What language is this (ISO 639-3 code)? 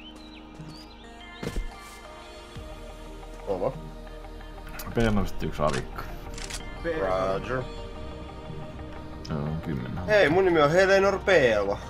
fin